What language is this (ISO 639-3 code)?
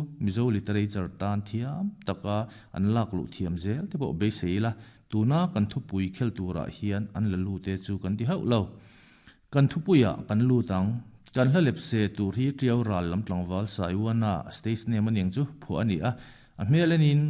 lus